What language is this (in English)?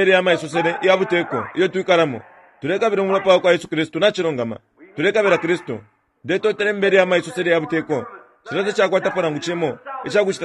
Bemba